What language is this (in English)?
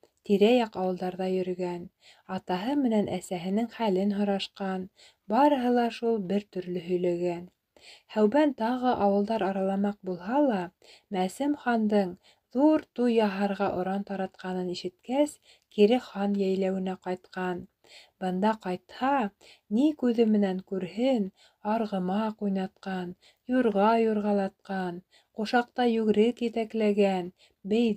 Bashkir